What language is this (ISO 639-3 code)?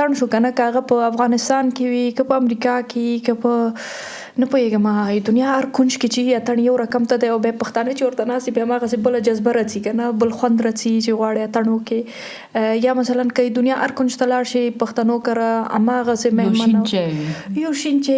pus